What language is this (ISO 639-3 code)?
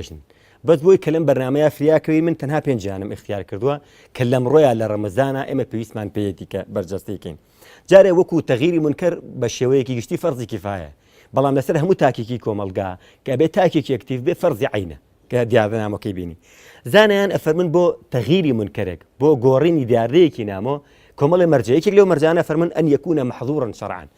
ckb